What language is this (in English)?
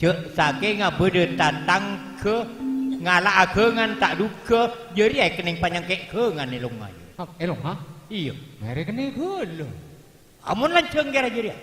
Madurese